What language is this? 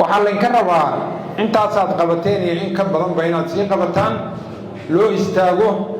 Somali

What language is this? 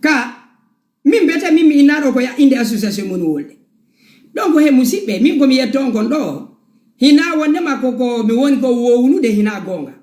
Fula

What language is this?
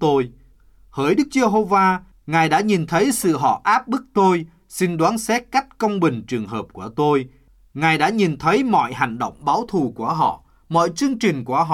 Vietnamese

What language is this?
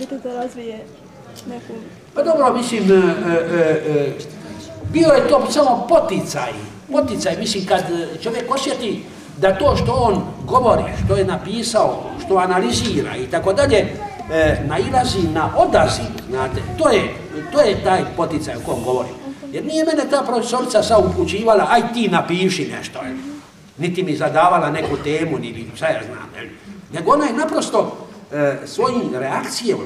Croatian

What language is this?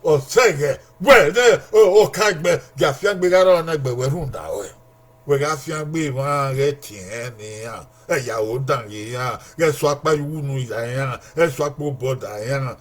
Bini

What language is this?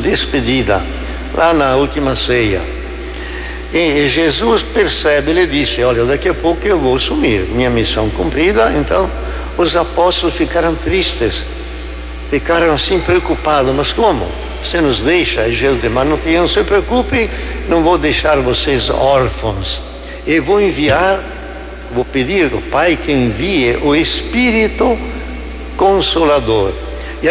Portuguese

